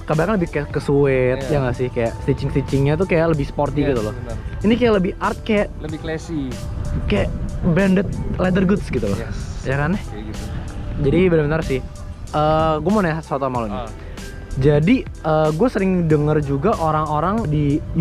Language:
Indonesian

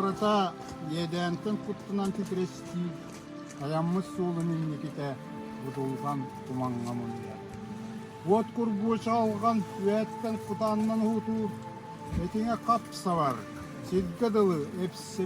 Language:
Yakut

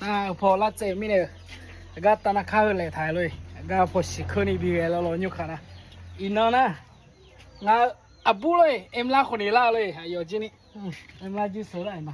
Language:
Akha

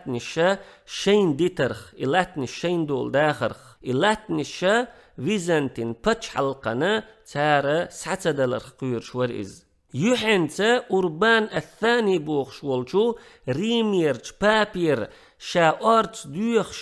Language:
Chechen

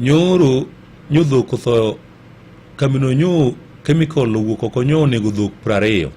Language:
Luo (Kenya and Tanzania)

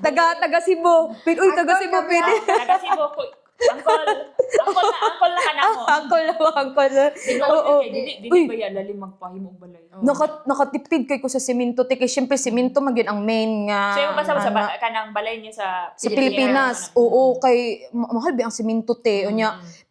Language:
Cebuano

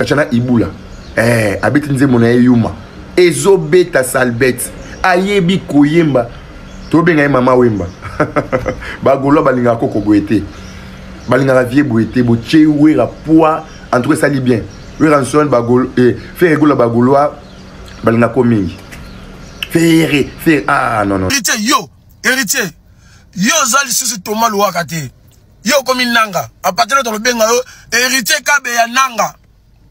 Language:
Lingala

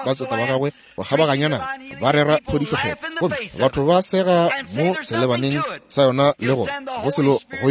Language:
Northern Sotho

